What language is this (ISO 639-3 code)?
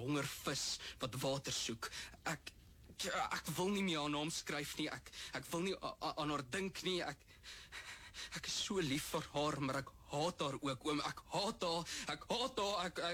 afr